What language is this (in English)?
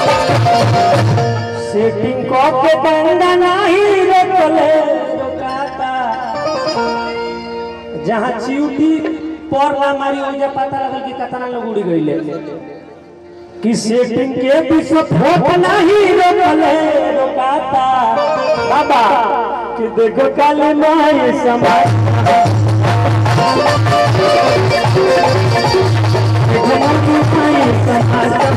Bhojpuri